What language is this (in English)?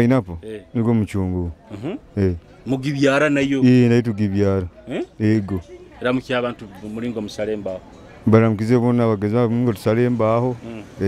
Nyoro